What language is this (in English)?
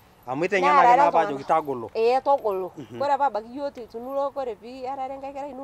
Masai